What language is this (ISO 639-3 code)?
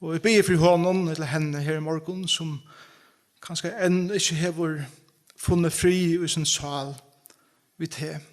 fao